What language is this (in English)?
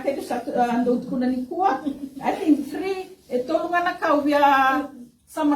Fijian